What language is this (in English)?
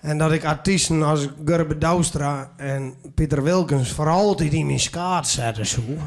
Western Frisian